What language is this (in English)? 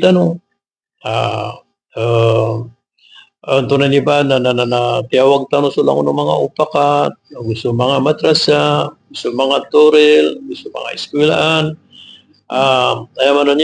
Maranao